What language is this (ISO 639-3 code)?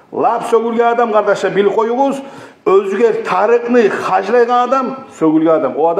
kum